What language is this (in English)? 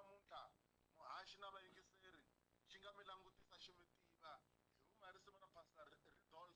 Tsonga